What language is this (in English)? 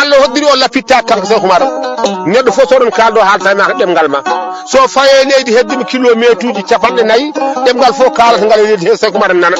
Fula